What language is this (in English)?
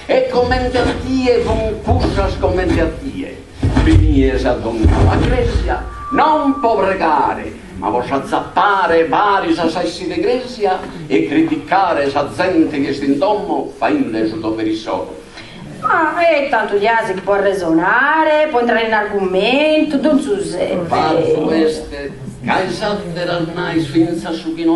Sardinian